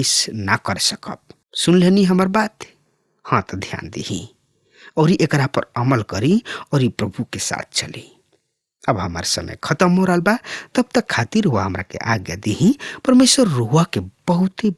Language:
Bhojpuri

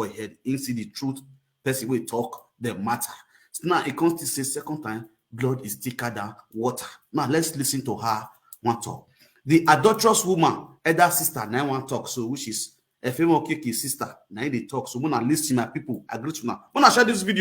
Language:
Nigerian Pidgin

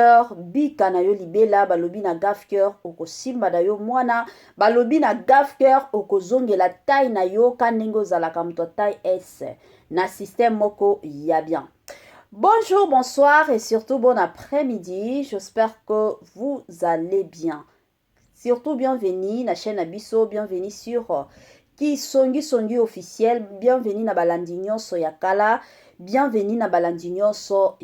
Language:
Lingala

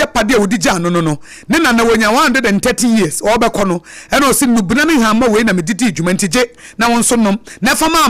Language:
Akan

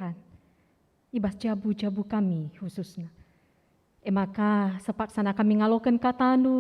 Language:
Batak Karo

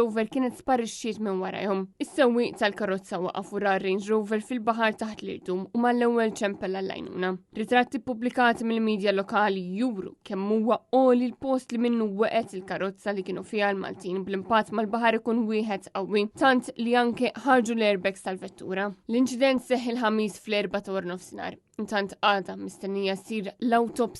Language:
Maltese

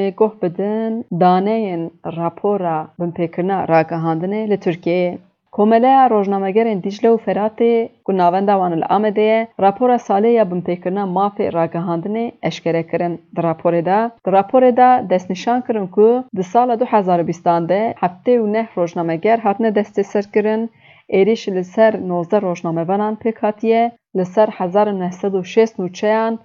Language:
Kurdish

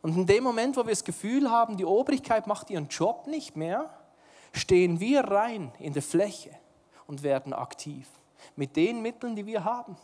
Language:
Swiss German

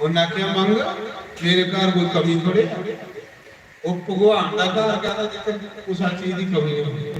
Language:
Dogri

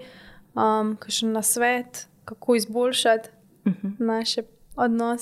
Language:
Slovenian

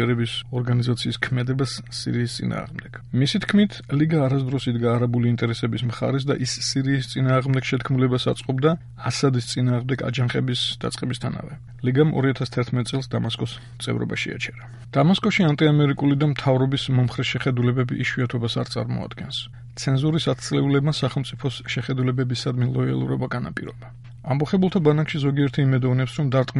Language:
Georgian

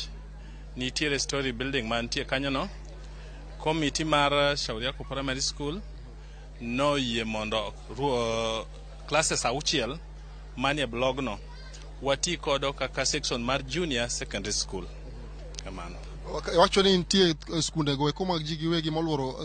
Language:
Luo (Kenya and Tanzania)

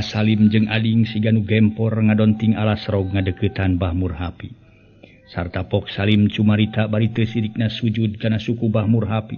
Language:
Sundanese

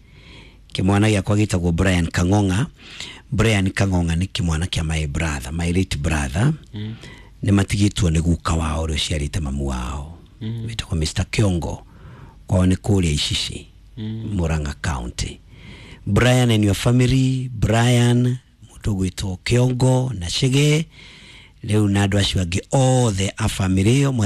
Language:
Kikuyu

